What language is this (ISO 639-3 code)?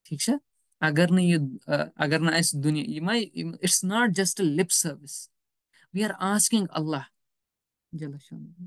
kas